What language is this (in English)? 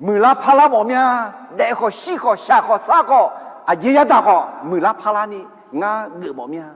Akha